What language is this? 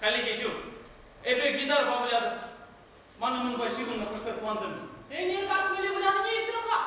Chuvash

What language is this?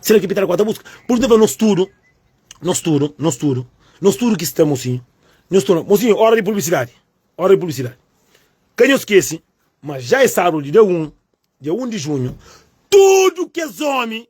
Kabuverdianu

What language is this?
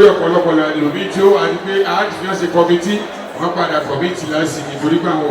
Yoruba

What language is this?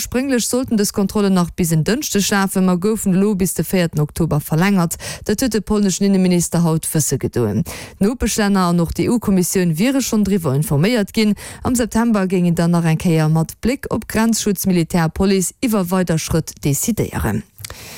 Luxembourgish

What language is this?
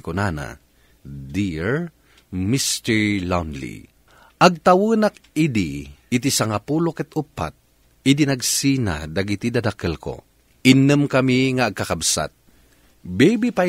Iloko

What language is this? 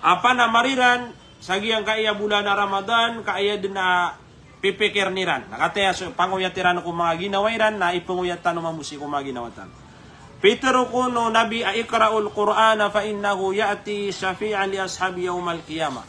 Maranao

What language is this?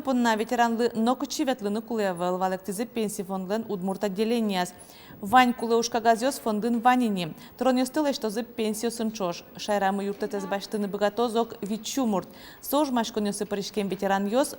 Udmurt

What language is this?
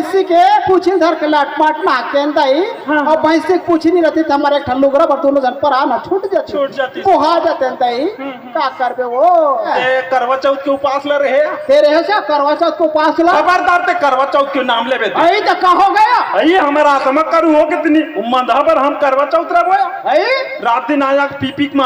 Chhattisgarhi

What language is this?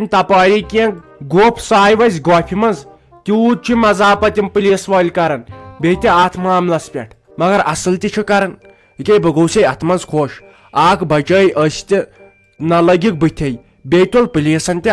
Kashmiri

